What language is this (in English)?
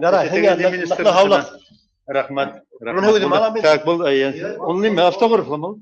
Bashkir